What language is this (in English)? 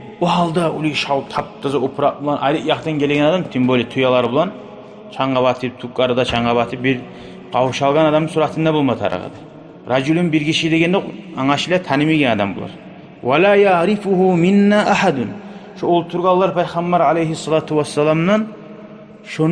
Kumyk